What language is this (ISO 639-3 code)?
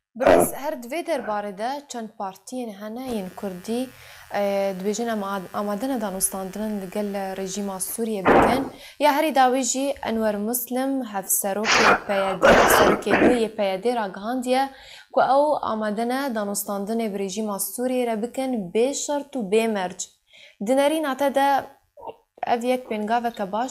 kur